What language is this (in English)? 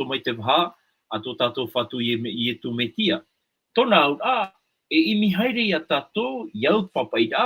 Tahitian